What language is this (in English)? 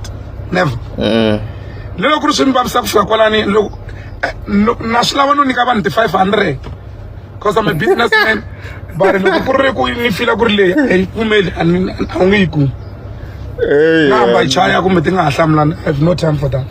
Tsonga